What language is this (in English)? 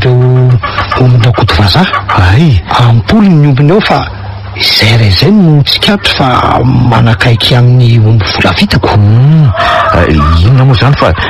Malagasy